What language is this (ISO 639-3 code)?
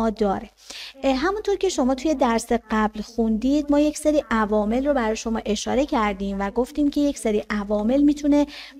fas